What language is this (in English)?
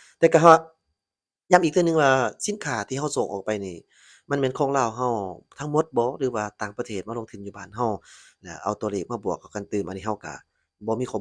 Lao